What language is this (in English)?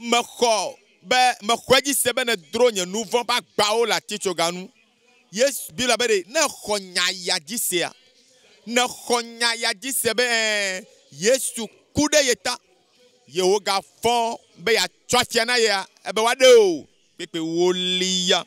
Ewe